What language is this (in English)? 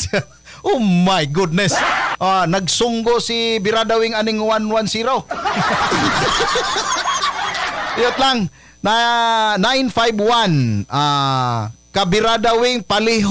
Cebuano